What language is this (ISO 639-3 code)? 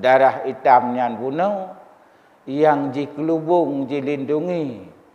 ace